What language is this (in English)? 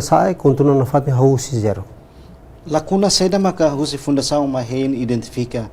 Tetum